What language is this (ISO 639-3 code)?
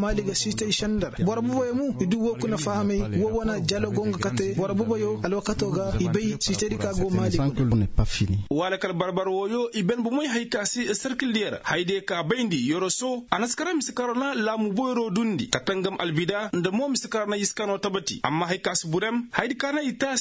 ses